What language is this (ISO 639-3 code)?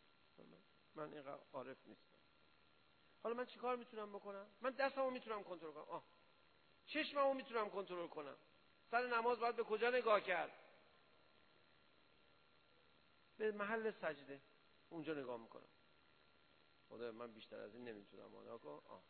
fas